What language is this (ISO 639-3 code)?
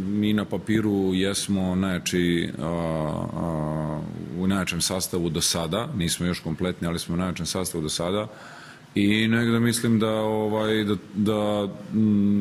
srp